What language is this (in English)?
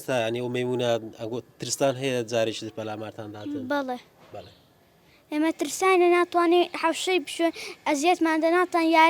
Central Kurdish